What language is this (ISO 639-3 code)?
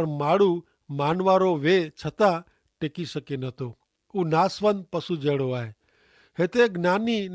kfr